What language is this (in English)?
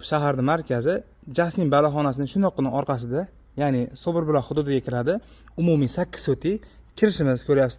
Uzbek